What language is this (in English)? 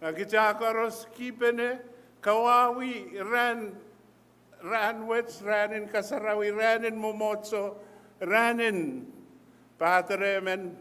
Pohnpeian